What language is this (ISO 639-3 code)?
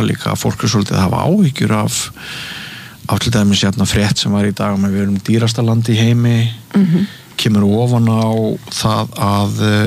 isl